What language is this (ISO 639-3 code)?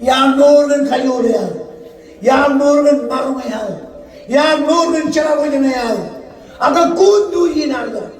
mah